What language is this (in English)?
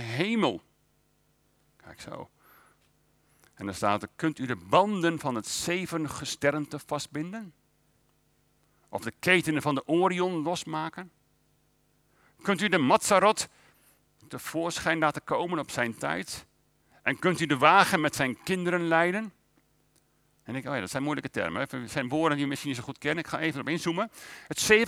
Dutch